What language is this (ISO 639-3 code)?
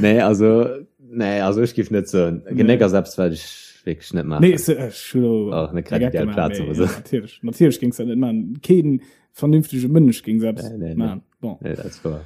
ltz